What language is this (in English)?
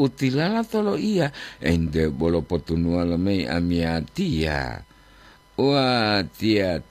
Gorontalo